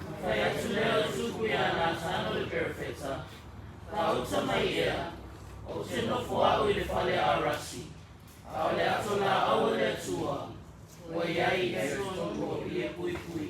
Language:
Samoan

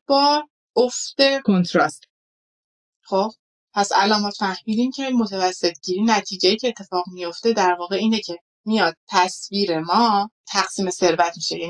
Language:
Persian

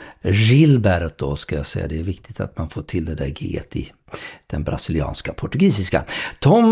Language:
Swedish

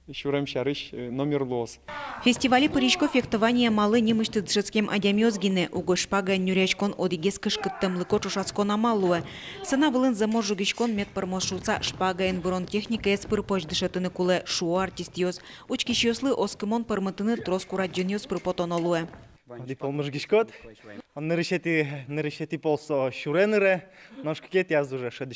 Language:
Udmurt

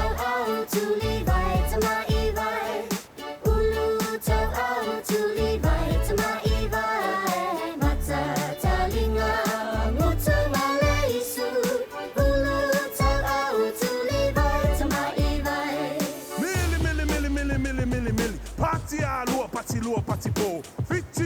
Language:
Samoan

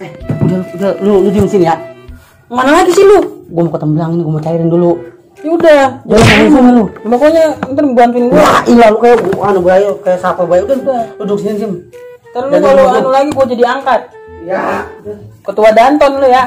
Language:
Betawi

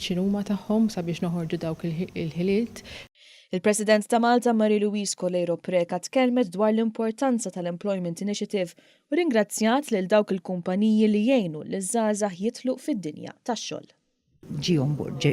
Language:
Maltese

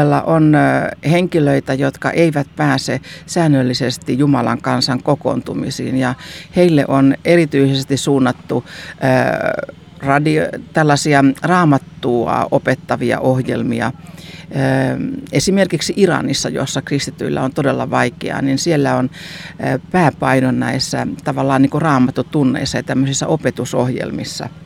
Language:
Finnish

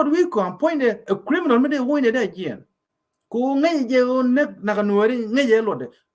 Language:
Nuer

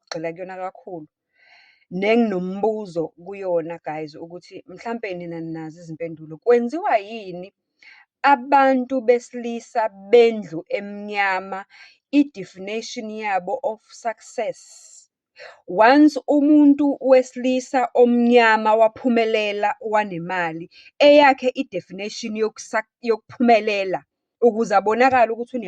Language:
Zulu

